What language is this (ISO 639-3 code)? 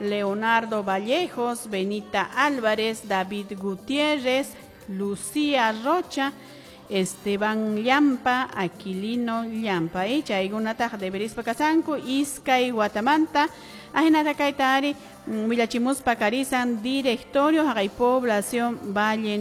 que